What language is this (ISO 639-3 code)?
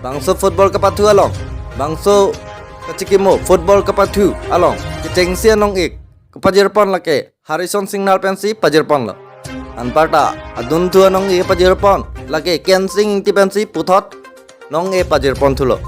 mjw